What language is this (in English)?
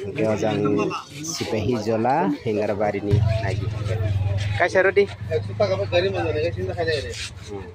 Kok Borok